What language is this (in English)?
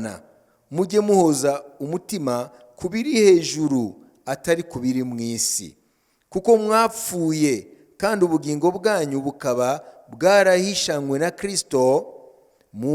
Kinyarwanda